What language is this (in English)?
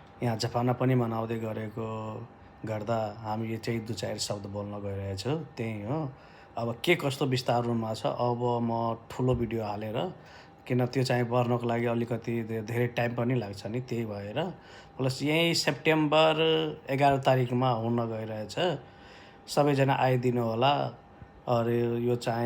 Nepali